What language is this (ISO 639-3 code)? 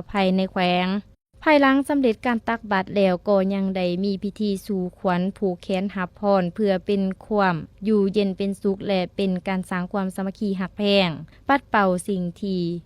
lao